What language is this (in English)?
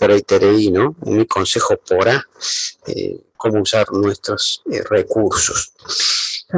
Guarani